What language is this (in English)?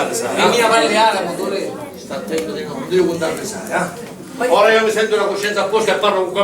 Sicilian